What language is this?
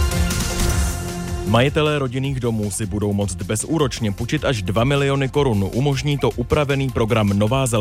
Czech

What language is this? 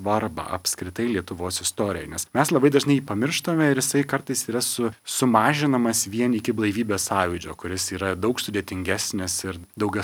Lithuanian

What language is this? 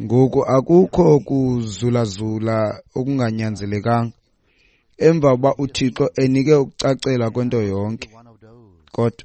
Xhosa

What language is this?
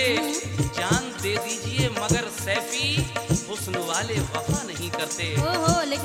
Hindi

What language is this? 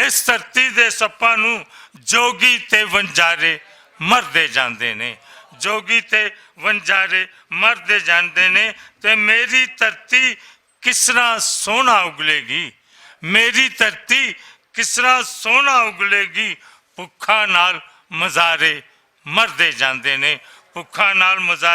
Western Panjabi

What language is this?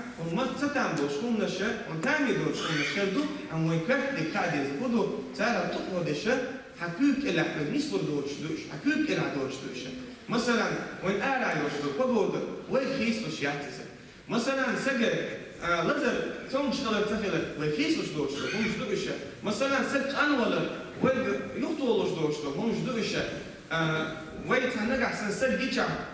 Chechen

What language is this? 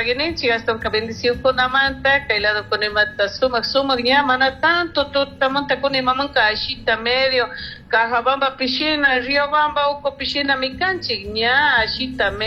Chimborazo Highland Quichua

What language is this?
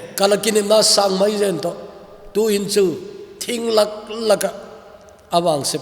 Thado Chin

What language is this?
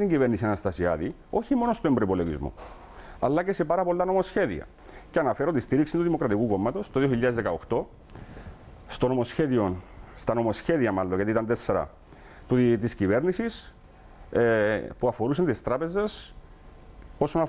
Greek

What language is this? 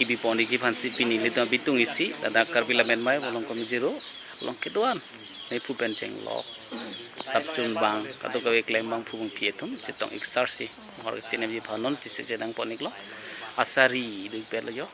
Karbi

